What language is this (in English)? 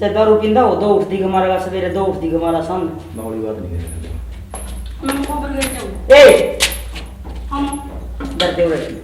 Haryanvi